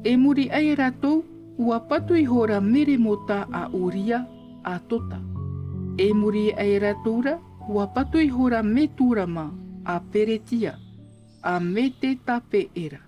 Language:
Tahitian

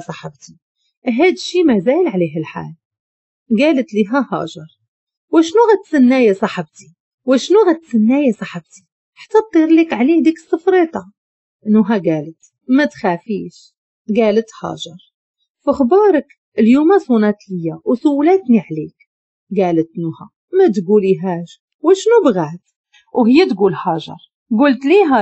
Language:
Moroccan Arabic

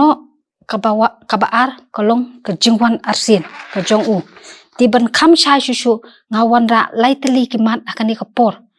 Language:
Khasi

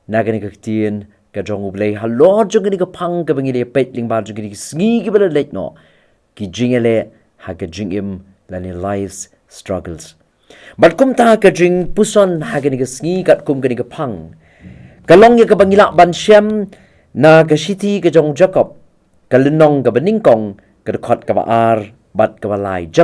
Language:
Khasi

